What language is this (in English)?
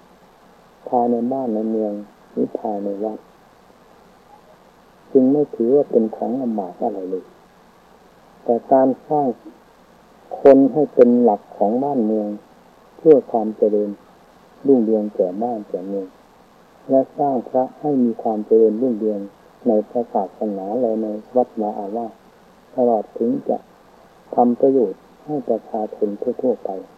Thai